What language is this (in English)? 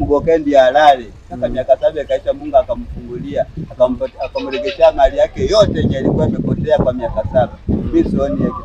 Swahili